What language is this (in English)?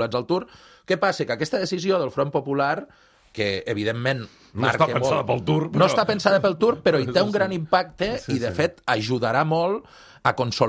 Catalan